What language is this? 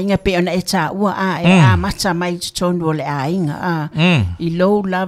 Samoan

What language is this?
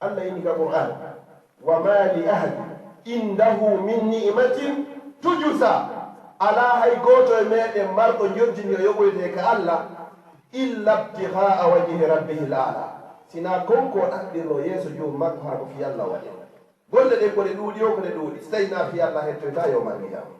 Fula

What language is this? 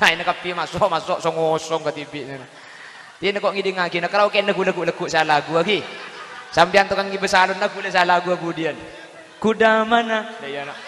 Madurese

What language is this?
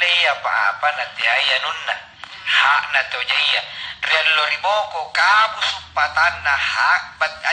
Makasar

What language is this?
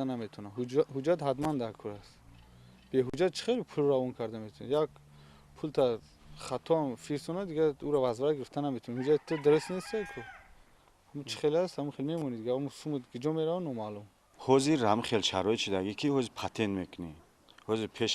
Tajik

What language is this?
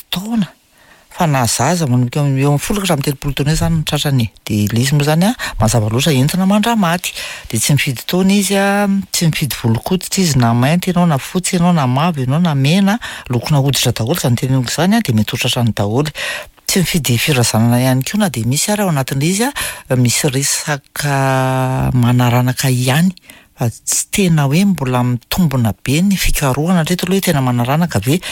Malagasy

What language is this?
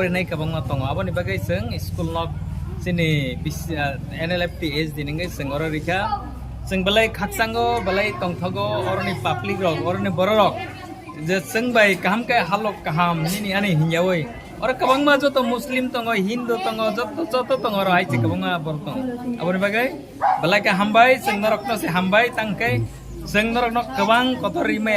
Riang (India)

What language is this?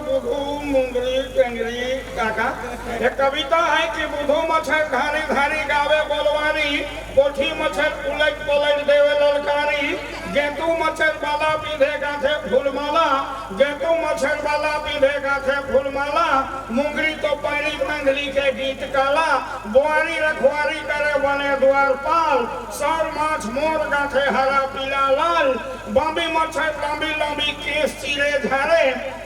Sadri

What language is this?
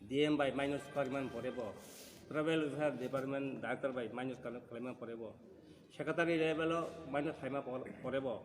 Kok Borok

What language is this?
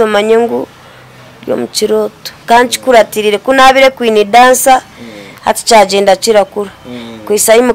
Nyankole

